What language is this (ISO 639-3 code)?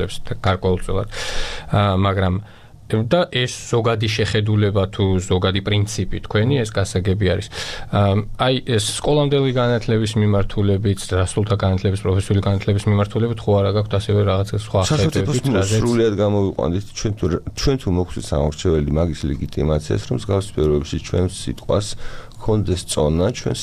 kat